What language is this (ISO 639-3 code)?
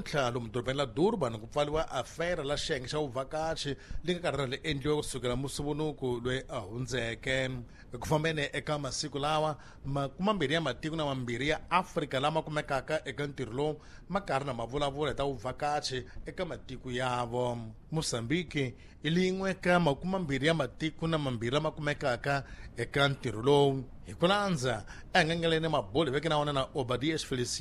tso